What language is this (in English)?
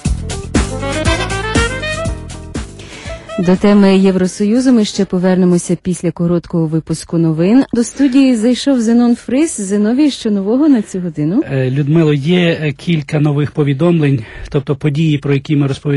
Ukrainian